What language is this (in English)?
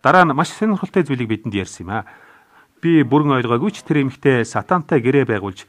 Mongolian